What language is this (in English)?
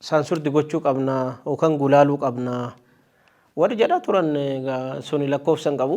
Oromo